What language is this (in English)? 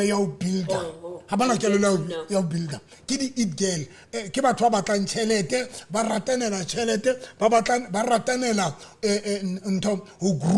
Southern Sotho